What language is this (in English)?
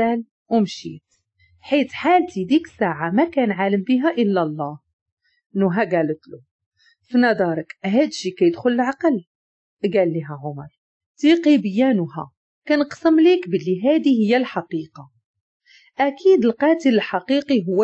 Moroccan Arabic